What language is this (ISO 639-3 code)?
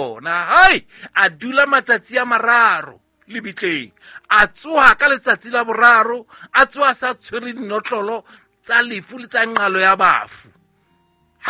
sot